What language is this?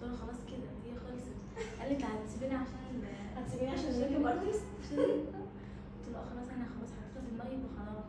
Egyptian Arabic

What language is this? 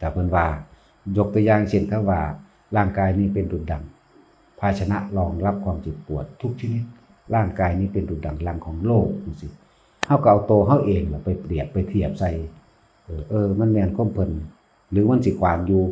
Northeastern Thai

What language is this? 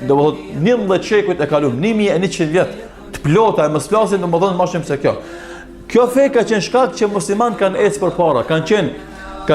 Albanian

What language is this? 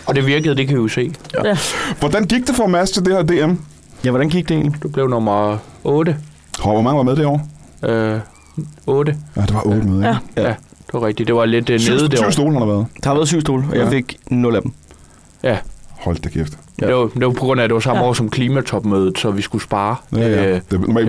Danish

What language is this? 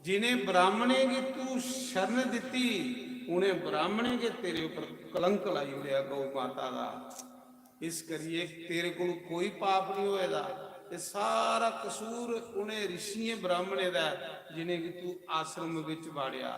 Dogri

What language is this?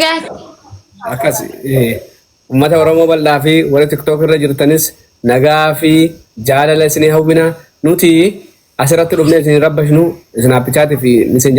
Oromo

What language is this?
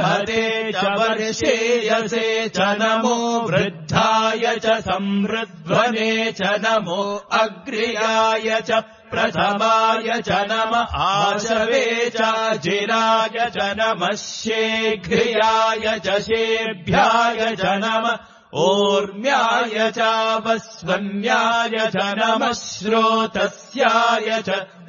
Sanskrit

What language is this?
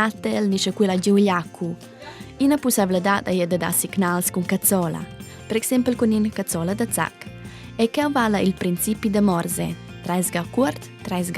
Romansh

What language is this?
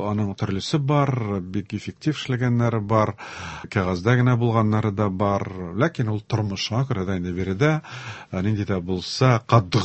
Tatar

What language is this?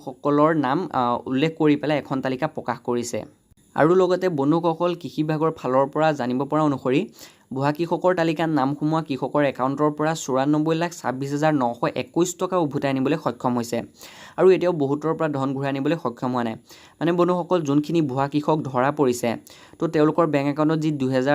Assamese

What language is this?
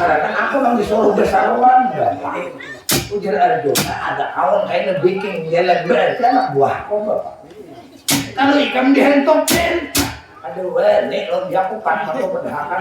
Banjar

